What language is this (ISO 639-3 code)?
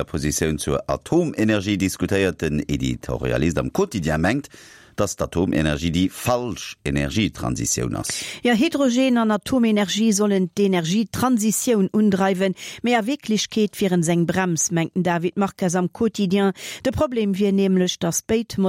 ltz